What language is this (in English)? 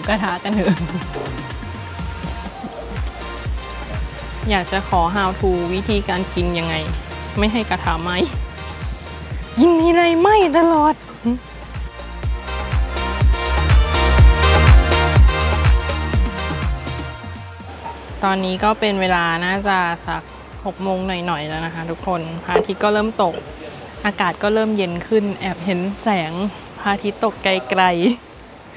Thai